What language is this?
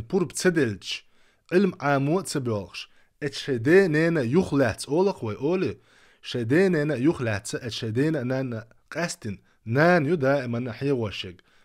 Chechen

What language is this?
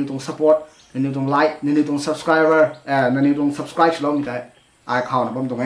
Rongmei Naga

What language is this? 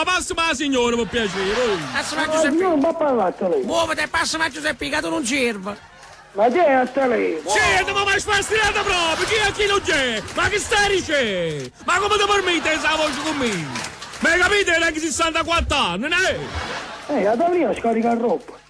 Neapolitan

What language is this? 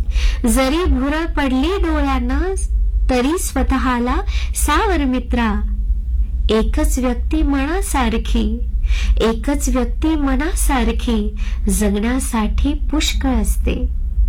Marathi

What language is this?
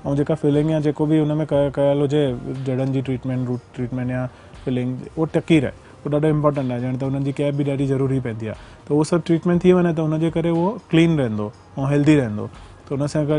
Sindhi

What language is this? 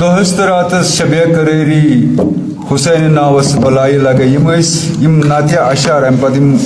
Kashmiri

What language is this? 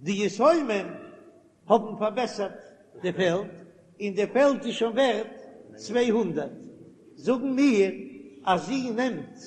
Yiddish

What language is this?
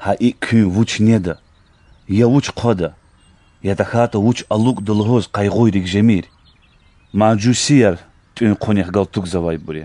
Lezghian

